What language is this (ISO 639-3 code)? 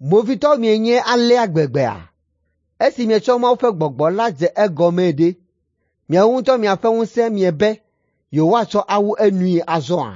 ewe